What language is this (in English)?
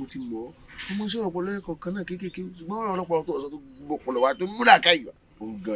Yoruba